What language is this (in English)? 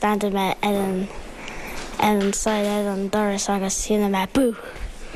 Irish